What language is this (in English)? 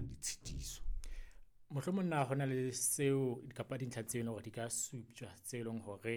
Southern Sotho